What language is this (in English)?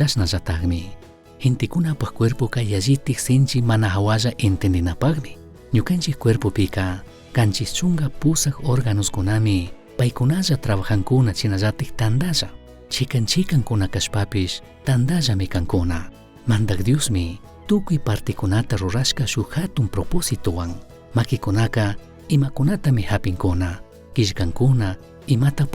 Chimborazo Highland Quichua